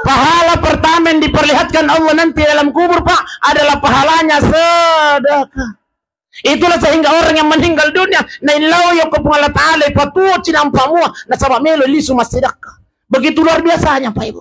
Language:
Buginese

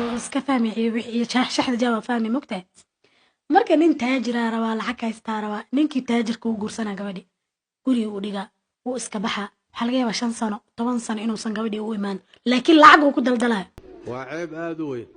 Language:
Somali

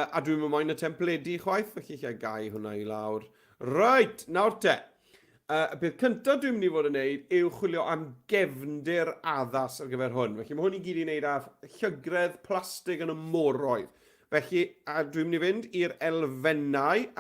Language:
Welsh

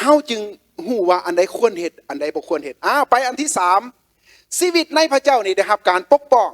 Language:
Lao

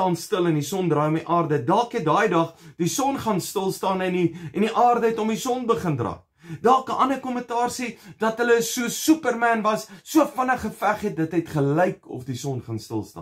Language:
Afrikaans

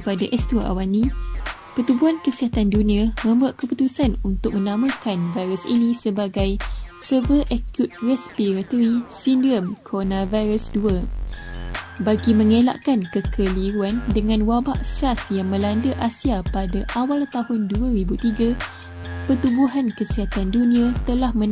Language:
Malay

